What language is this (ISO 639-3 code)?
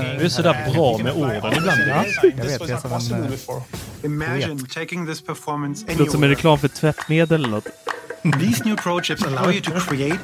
swe